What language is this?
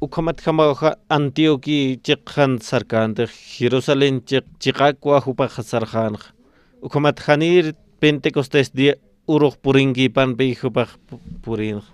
Aymara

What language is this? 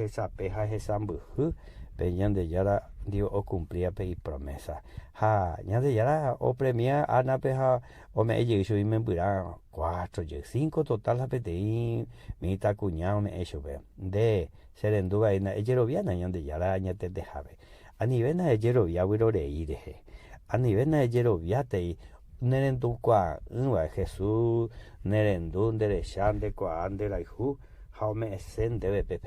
Guarani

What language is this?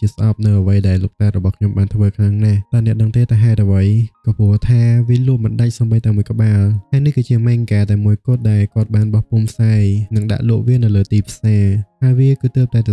Khmer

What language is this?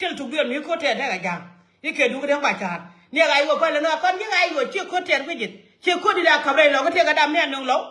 Nuer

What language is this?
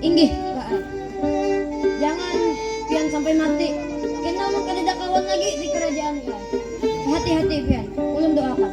Banjar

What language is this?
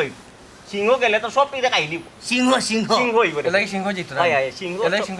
Sylheti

